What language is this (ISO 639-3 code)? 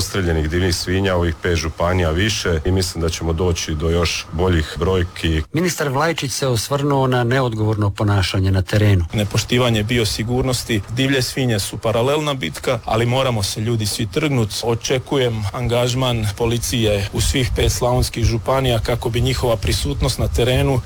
hrv